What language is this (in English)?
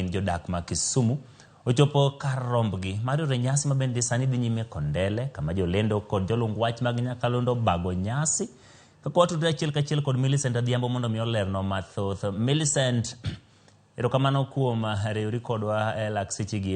Luo (Kenya and Tanzania)